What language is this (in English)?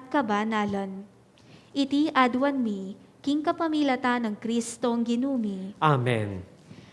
Pampanga